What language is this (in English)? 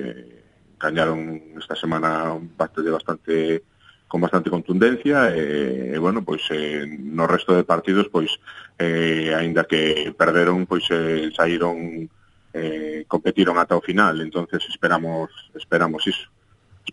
Galician